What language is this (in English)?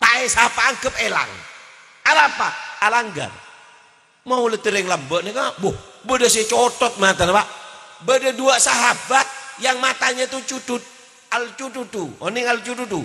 Madurese